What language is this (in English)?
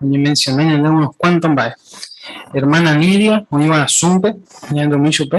Guarani